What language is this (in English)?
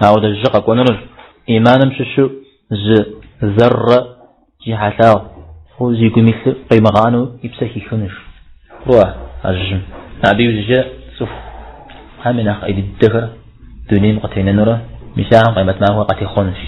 Kabardian